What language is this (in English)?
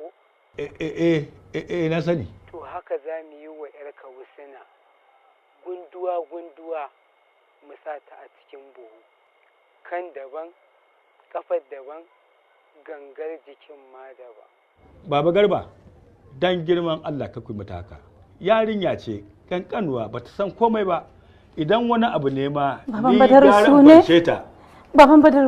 Hausa